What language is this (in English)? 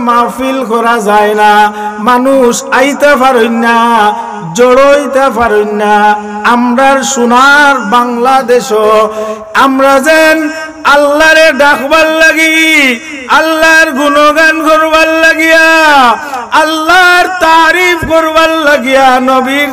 Sylheti